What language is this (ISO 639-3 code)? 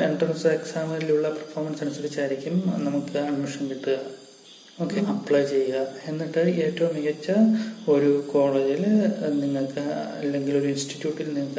mal